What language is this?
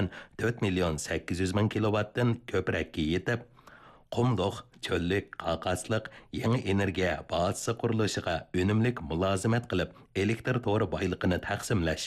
Uyghur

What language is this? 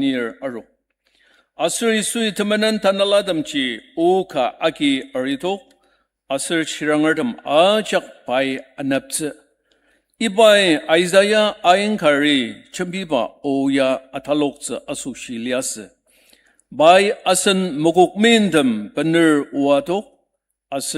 Ao Naga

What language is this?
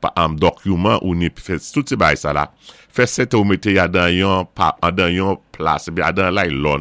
Saint Lucian Creole French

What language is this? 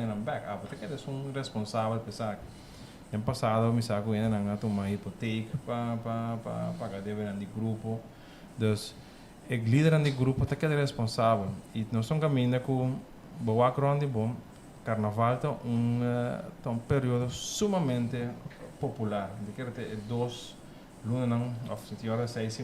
Papiamento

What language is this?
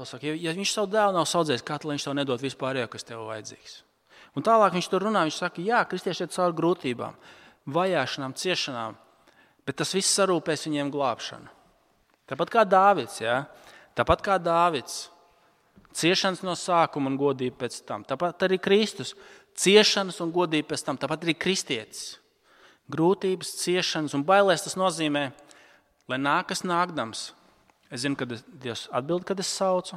Latvian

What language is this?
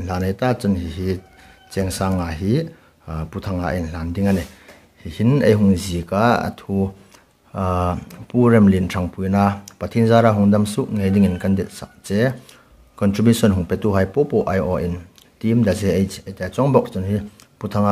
Hmar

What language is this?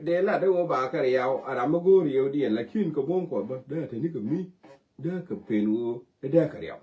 Nuer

